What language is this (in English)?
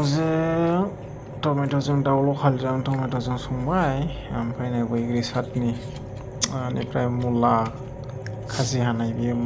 Bodo